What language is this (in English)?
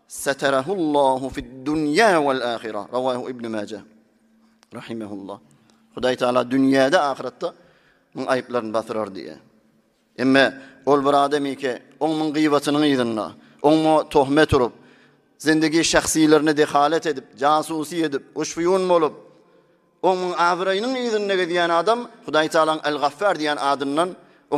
Turkmen